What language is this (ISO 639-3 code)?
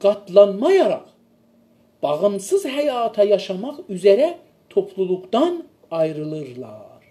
azb